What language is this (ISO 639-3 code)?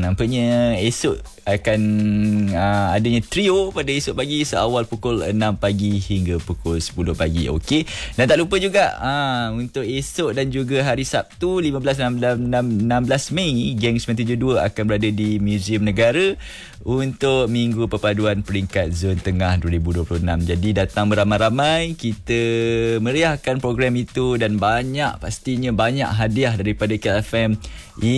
msa